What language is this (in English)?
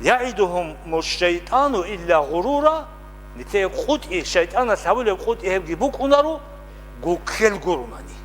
Avaric